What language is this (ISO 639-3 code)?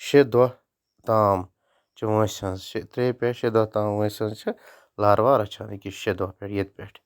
kas